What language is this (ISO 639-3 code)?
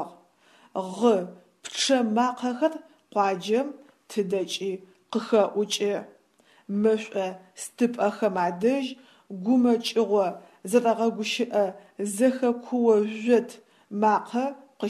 ady